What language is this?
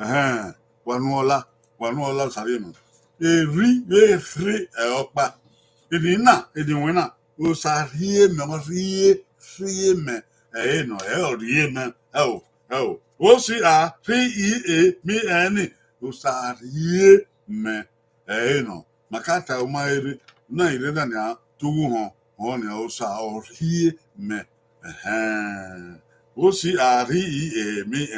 Bini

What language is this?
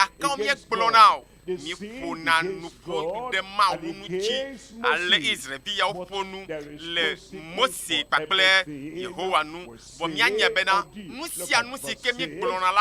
Ewe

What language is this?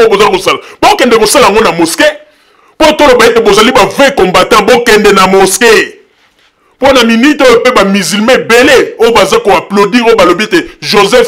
Lingala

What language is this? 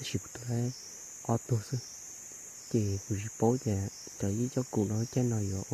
Hmong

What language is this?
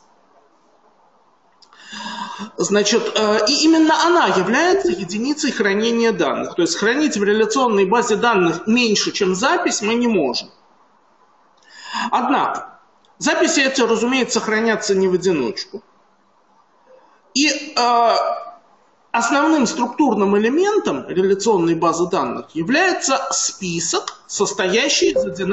Russian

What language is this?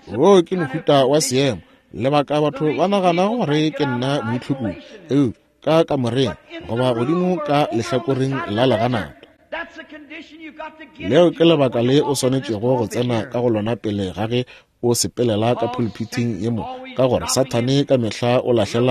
Northern Sotho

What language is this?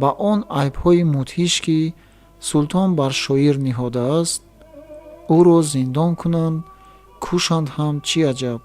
Tajik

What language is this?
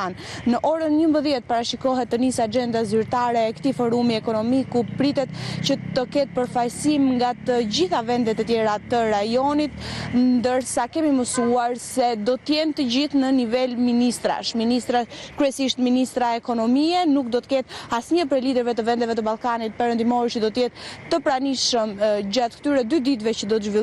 Albanian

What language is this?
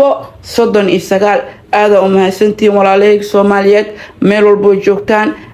Somali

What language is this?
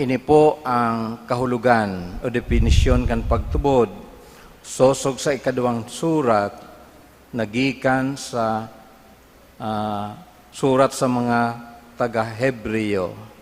Bikol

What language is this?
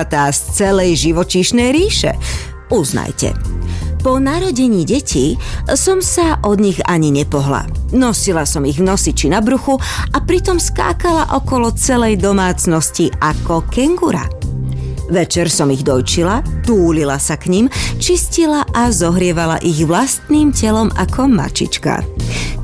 Slovak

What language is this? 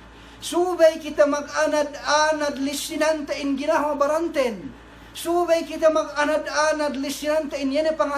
Yakan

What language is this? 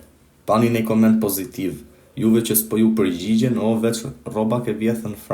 Albanian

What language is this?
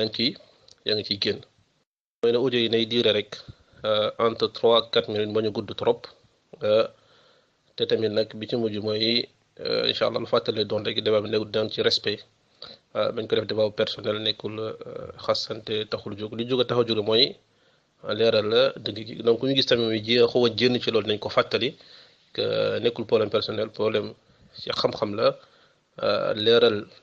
Wolof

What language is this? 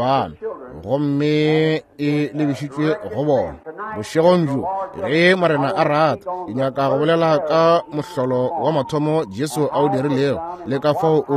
Northern Sotho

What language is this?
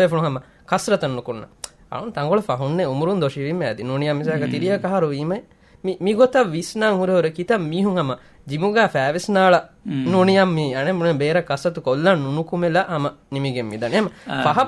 Divehi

